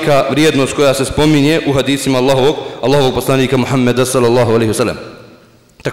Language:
Bosnian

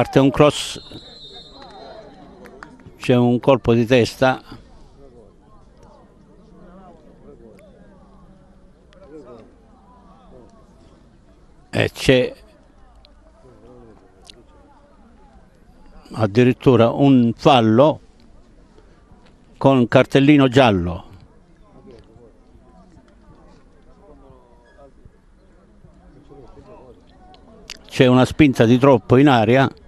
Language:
Italian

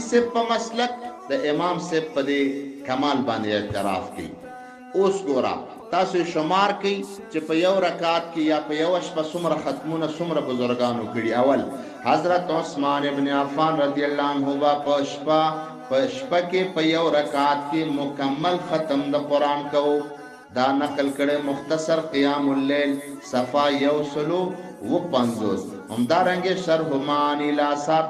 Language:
Pashto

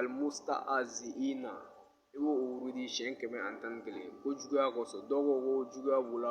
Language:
Bambara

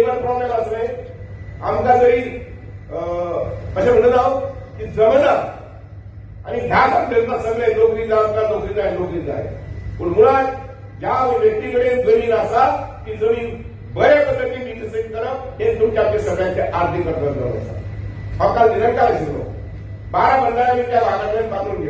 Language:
Konkani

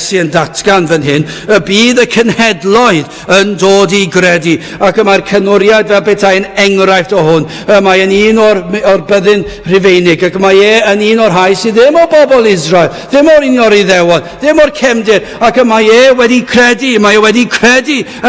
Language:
Welsh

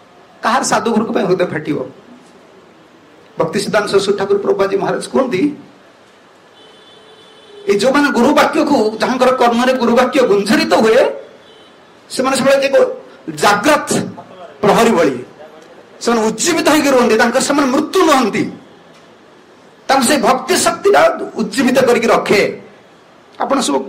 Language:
Odia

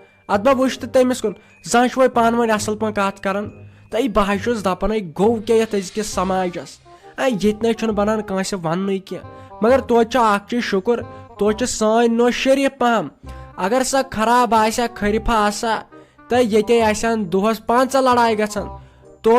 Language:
Kashmiri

